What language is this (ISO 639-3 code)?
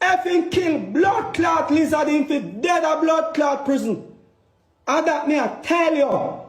jam